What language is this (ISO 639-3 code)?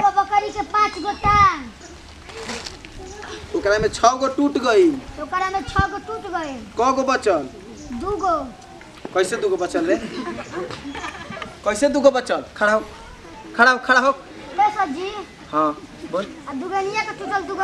bho